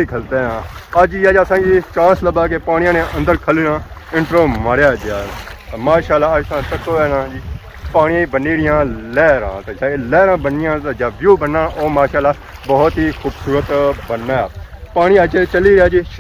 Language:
Pahari-Potwari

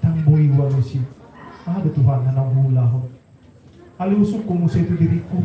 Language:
Batak Toba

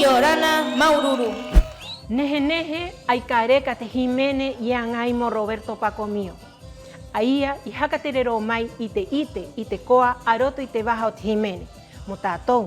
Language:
Rapanui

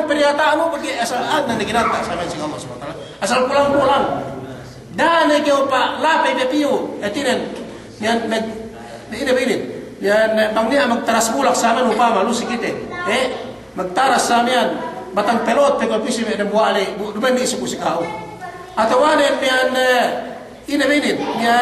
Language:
Yakan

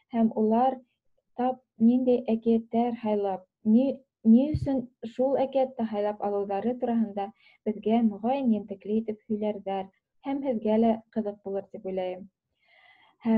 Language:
Bashkir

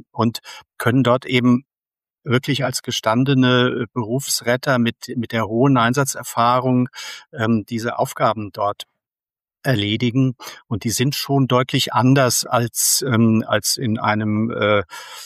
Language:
German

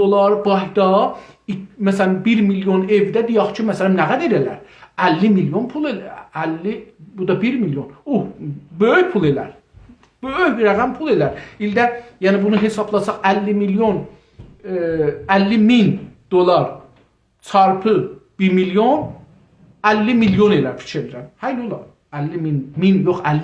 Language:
South Azerbaijani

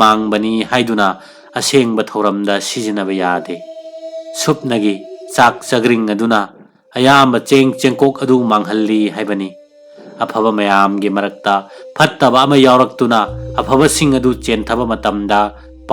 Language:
Manipuri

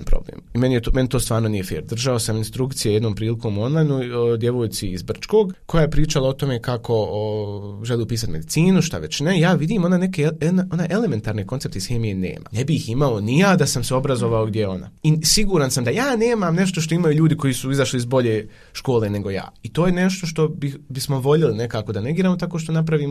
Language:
Bosnian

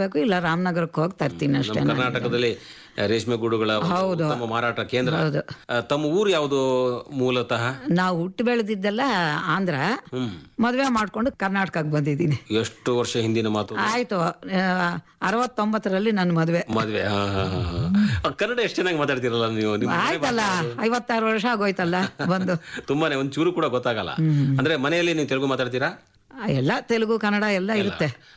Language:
Kannada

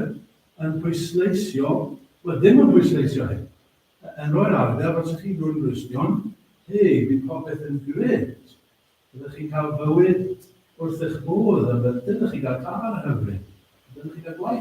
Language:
Welsh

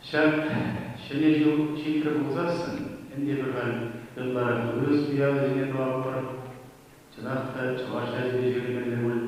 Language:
Chuvash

